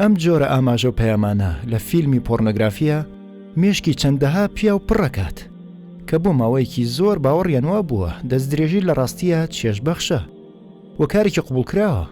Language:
Central Kurdish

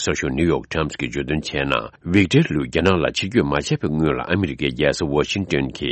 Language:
Tibetan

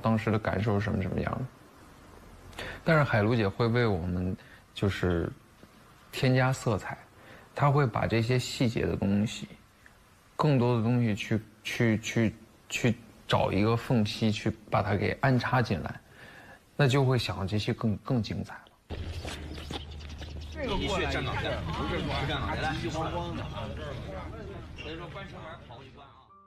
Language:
Chinese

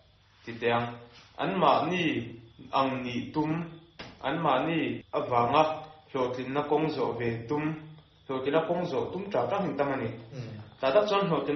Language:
Mizo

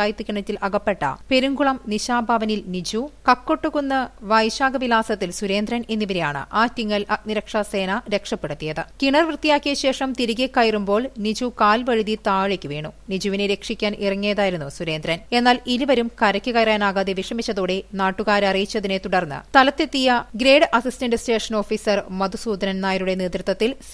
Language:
Malayalam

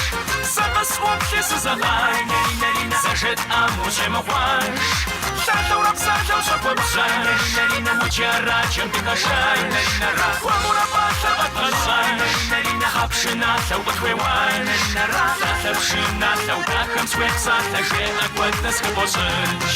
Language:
Kabardian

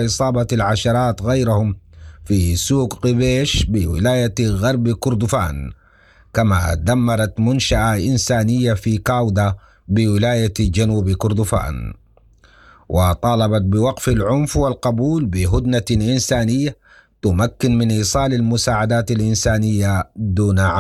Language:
Sudanese Arabic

